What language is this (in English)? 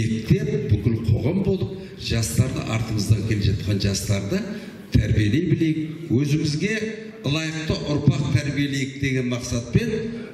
Kazakh